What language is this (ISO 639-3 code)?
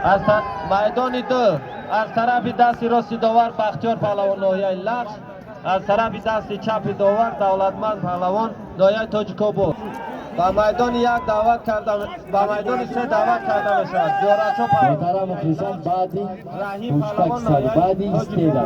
tgk